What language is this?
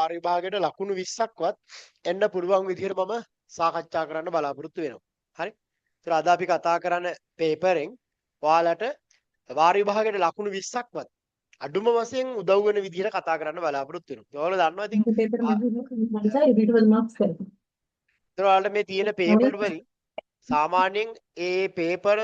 Sinhala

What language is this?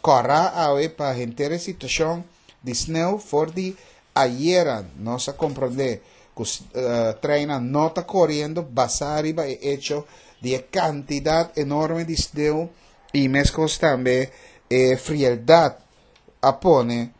Papiamento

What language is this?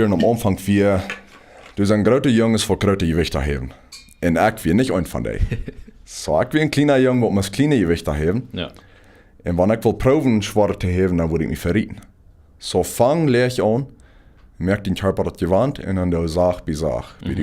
Plautdietsch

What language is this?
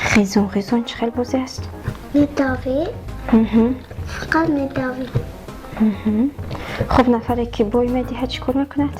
Tajik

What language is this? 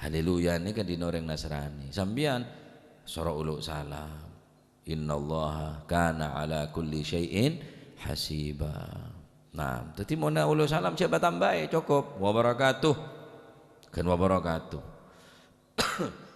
Madurese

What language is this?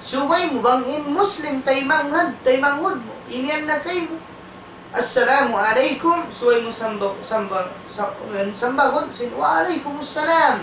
Tausug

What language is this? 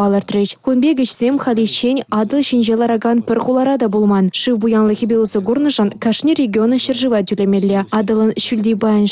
Chuvash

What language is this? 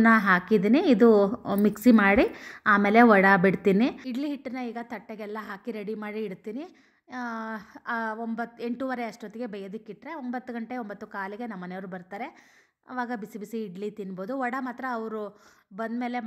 Kannada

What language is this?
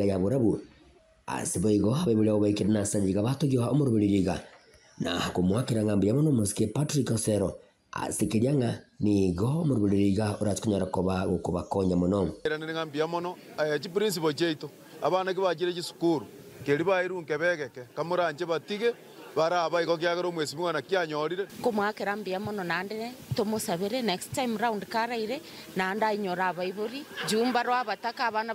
Gusii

